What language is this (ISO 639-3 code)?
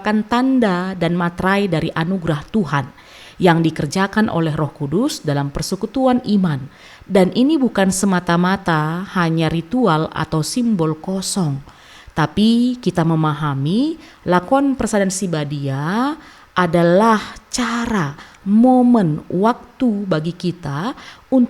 btx